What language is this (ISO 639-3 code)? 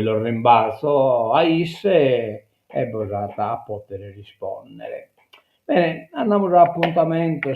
srd